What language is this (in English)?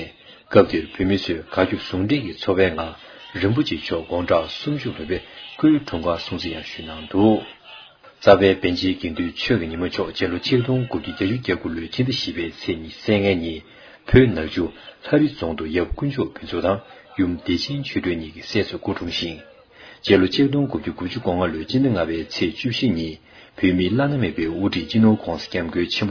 Tibetan